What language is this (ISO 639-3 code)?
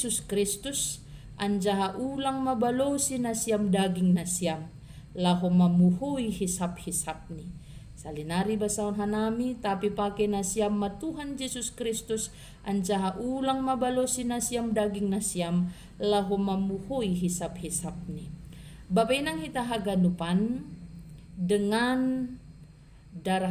bts